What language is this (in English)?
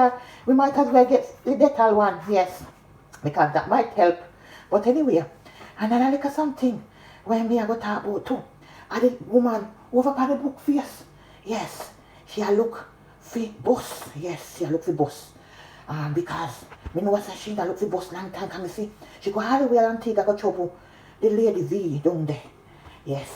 Jamaican Creole English